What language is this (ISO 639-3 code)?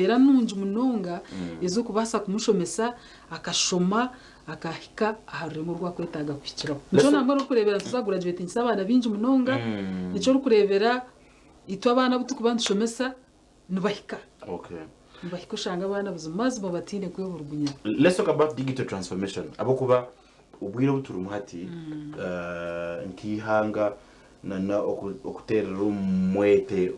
nyn